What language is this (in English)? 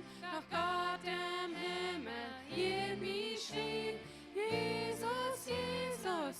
Plautdietsch